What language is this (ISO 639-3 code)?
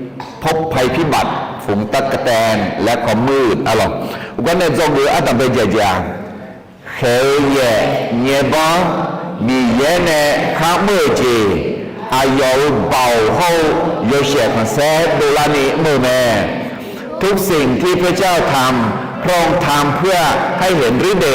ahk